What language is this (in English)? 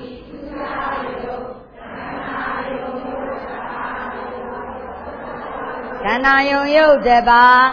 Burmese